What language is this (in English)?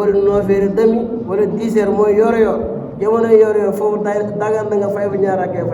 Wolof